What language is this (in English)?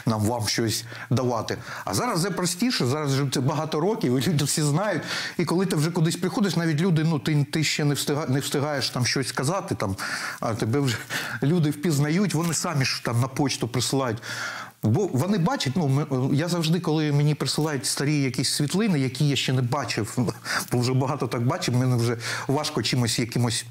Ukrainian